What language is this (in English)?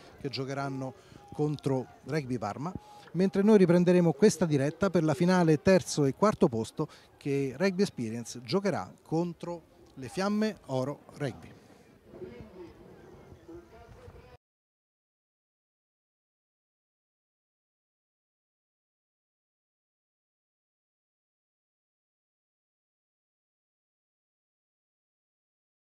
Italian